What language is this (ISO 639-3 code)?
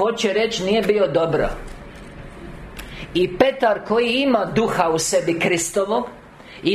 hrv